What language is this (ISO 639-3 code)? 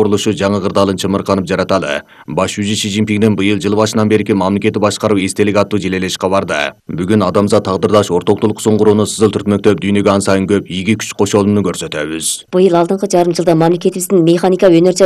kir